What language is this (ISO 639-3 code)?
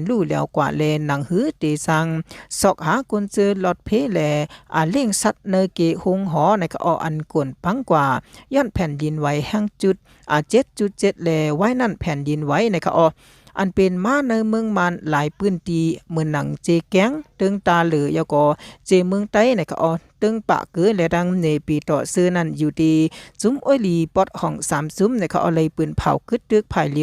shn